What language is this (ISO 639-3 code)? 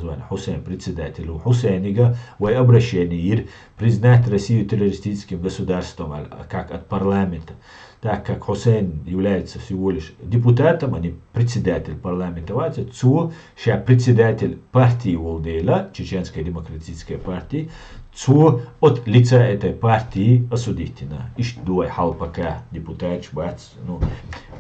che